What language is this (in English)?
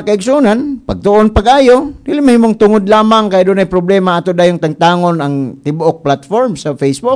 Cebuano